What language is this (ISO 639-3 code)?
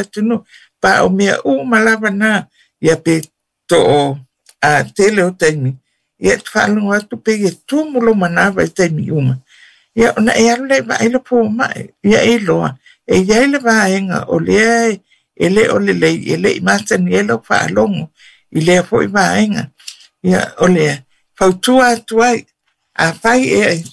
smo